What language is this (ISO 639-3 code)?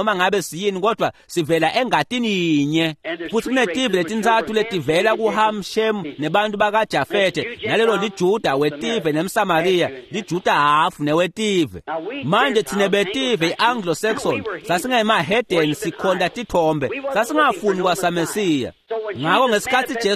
ssw